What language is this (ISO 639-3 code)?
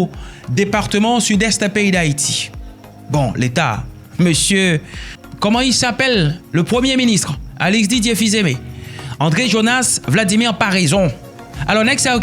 hat